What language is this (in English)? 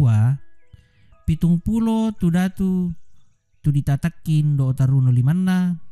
Toraja-Sa'dan